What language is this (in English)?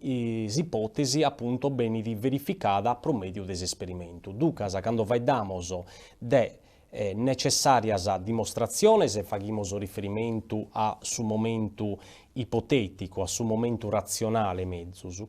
Sardinian